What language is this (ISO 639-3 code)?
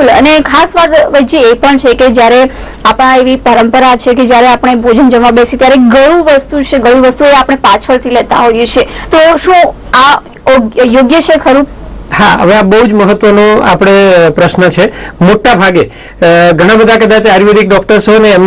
guj